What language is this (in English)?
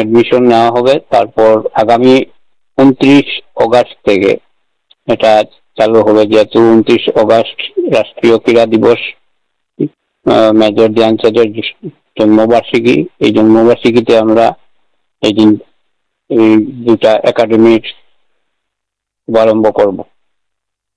Bangla